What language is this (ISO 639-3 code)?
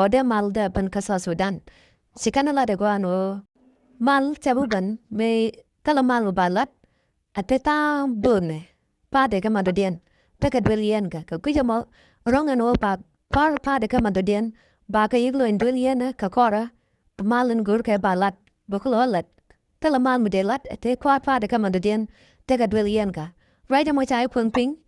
nus